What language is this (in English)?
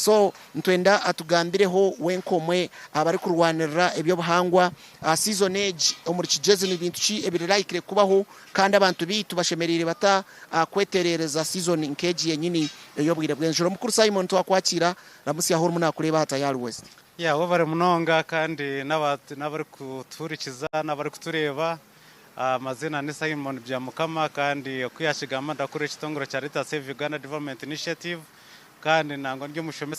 Nyankole